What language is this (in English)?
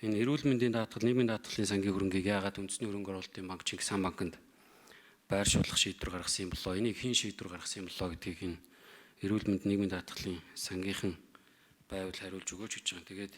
Mongolian